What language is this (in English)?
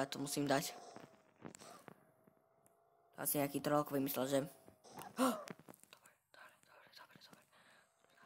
Slovak